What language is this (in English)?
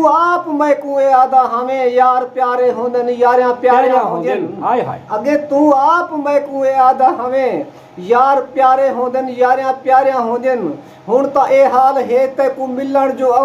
Saraiki